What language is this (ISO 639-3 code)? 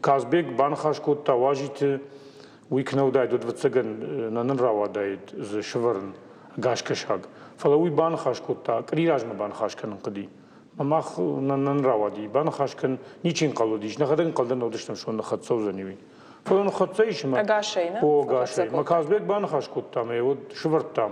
oss